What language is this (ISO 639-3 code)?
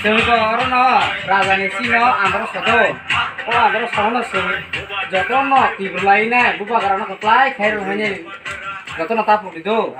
trp